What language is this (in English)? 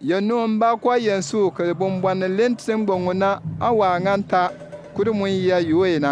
Bimoba